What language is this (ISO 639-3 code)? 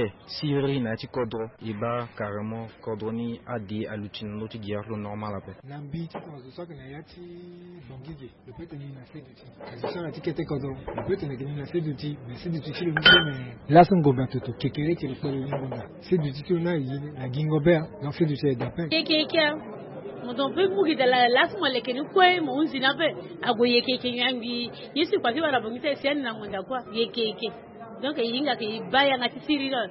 sag